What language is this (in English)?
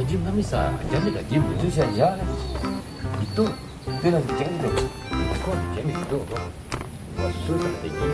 Minangkabau